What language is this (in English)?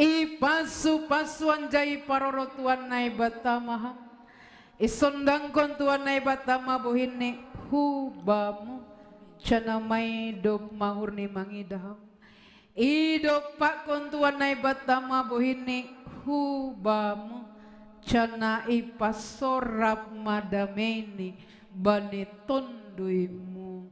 Batak Simalungun